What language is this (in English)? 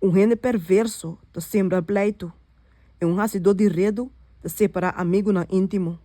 Papiamento